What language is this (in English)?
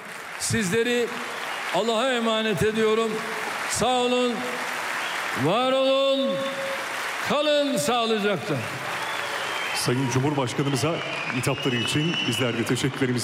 Turkish